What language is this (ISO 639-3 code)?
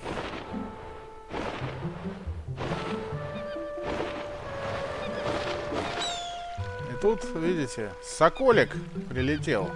rus